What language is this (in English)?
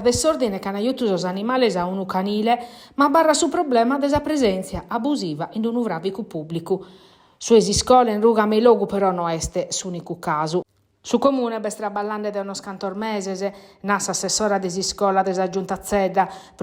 Sardinian